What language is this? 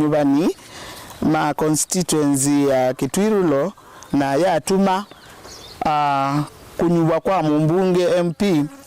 Kamba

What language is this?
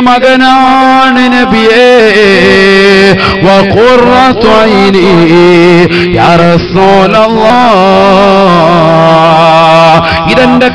Malayalam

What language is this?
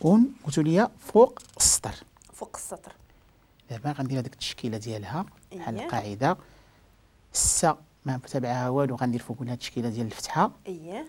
Moroccan Arabic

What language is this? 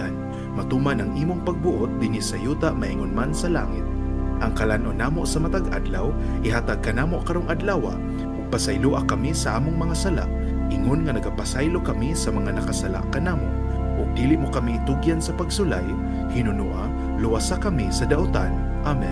Cebuano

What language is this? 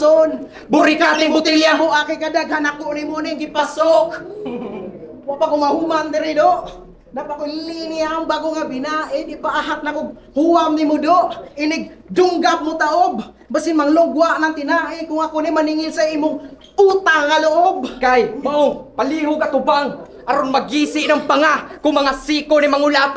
Cebuano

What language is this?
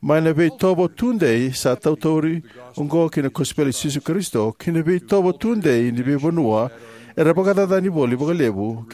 Fijian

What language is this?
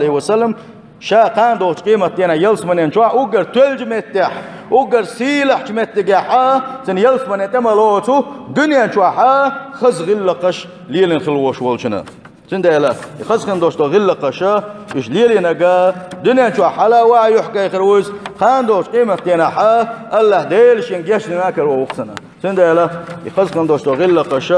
Chechen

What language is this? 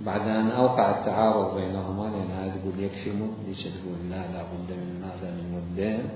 Mesopotamian Arabic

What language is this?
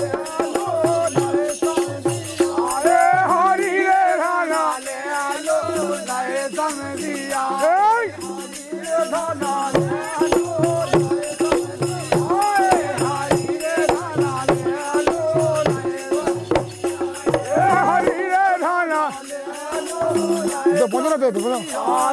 Bhojpuri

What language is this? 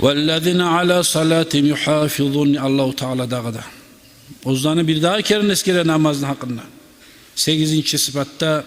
Kumyk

